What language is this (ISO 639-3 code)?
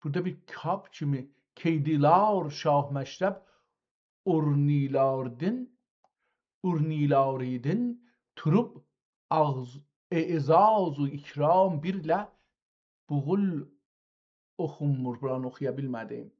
azb